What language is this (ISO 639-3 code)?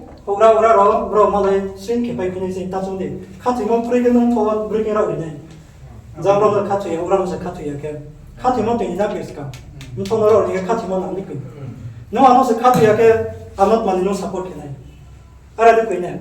ria